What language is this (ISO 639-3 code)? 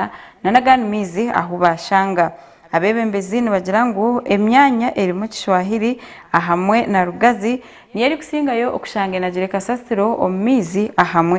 nyn